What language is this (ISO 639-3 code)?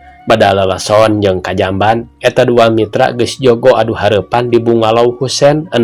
sun